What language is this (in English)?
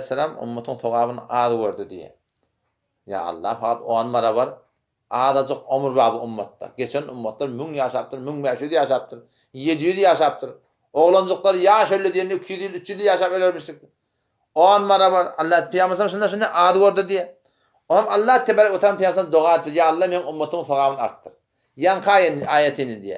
Turkmen